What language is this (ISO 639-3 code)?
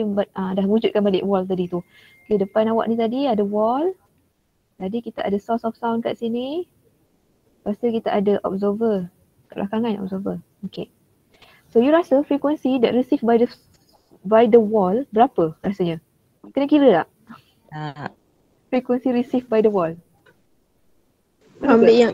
msa